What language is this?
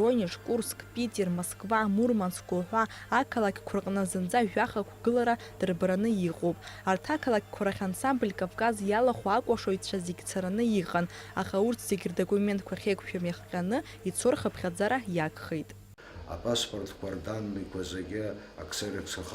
Abkhazian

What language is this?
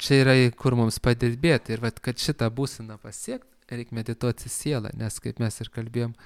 Lithuanian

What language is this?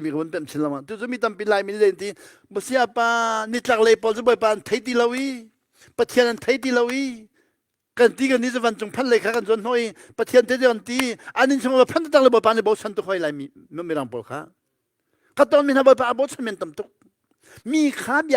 Hakha Chin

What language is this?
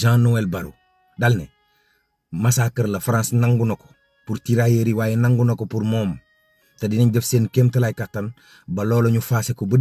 Wolof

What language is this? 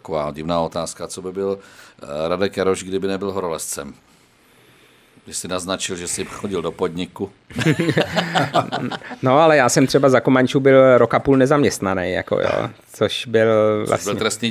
Czech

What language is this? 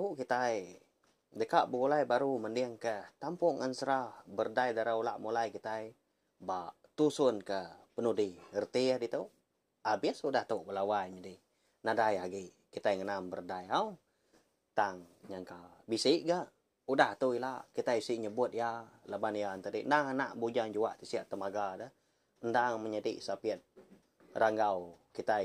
Iban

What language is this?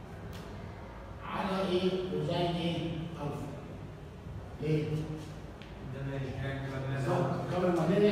Egyptian Arabic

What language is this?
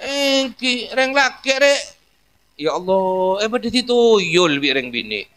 Madurese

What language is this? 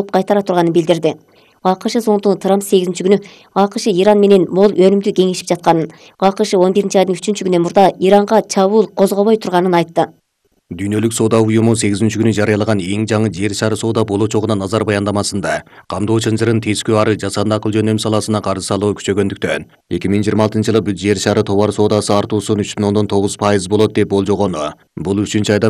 Kyrgyz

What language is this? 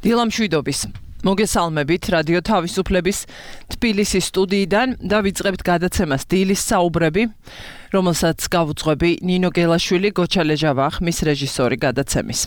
Georgian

